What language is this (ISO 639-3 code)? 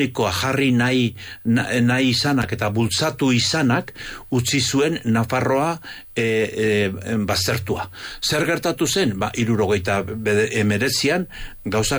eus